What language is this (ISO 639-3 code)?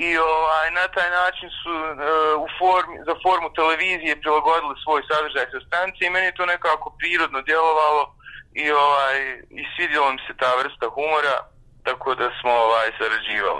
bos